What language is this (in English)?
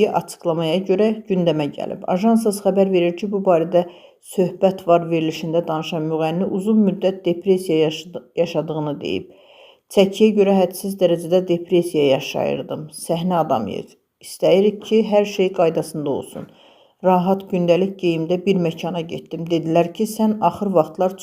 Azerbaijani